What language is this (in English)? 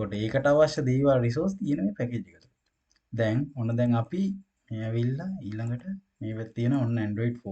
Sinhala